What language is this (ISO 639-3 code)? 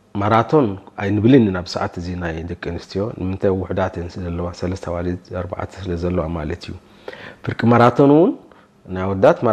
tir